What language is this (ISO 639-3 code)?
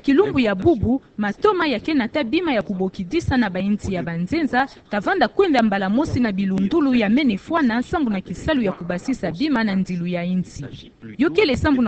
ktu